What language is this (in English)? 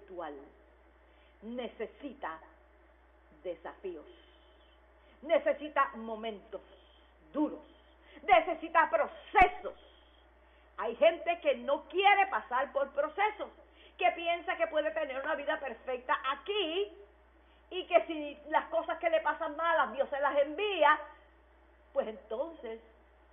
Spanish